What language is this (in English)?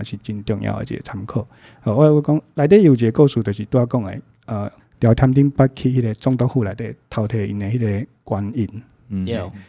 Min Nan Chinese